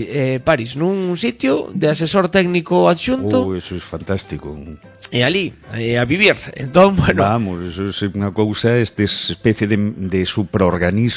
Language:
Galician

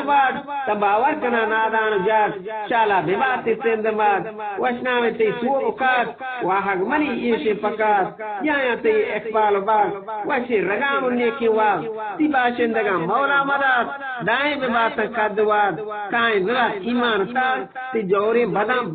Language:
Eastern Balochi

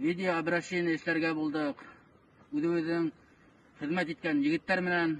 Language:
Bashkir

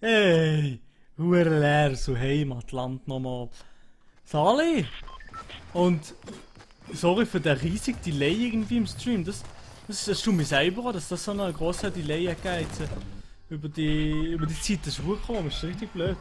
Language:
Swiss German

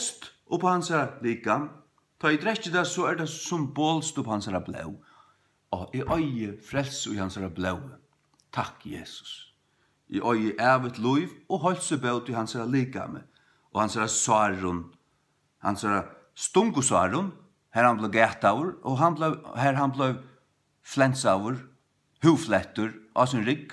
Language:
Faroese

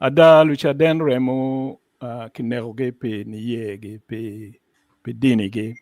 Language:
Acoli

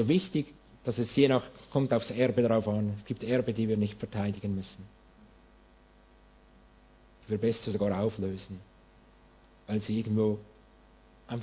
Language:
German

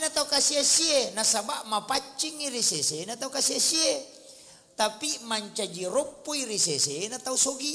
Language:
Buginese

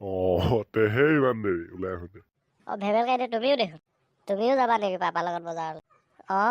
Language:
Assamese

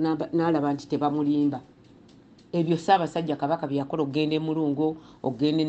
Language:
Ganda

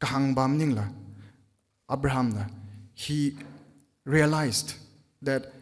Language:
Tangkhul Naga (India)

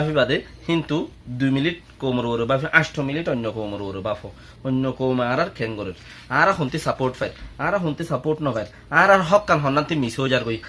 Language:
Rohingya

